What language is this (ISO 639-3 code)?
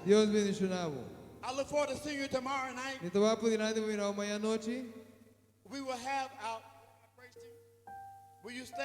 pap